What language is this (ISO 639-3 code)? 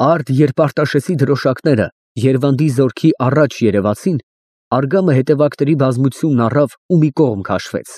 hye